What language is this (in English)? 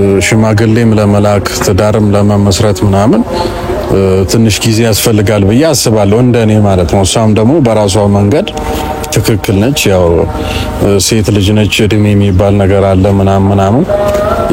Amharic